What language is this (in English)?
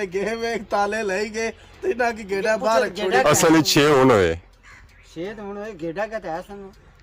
Pahari-Potwari